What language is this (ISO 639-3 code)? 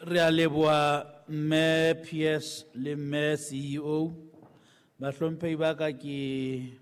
sot